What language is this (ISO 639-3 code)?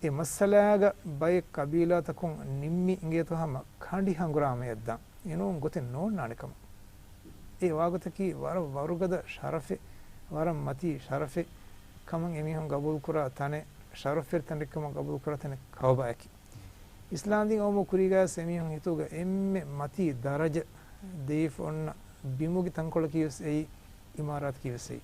div